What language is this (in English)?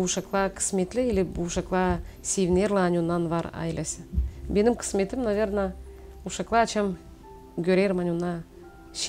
Gagauz